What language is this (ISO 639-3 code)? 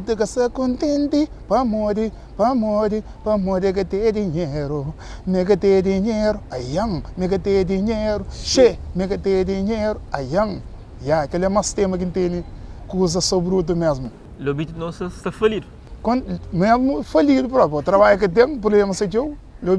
kea